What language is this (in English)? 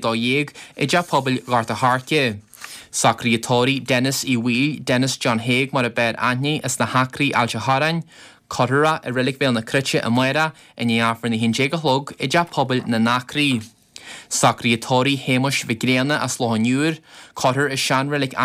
Irish